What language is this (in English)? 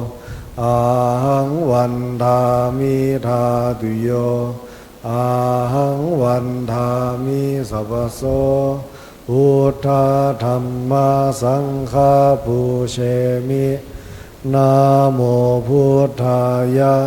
Pali